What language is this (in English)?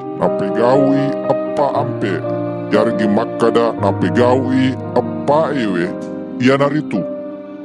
Buginese